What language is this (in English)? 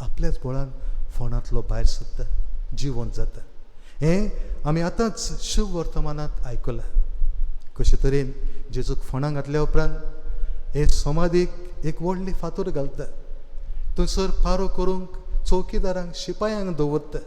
Konkani